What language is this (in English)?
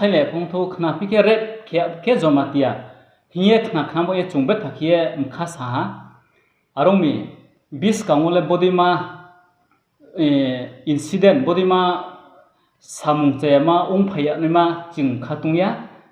Riang (India)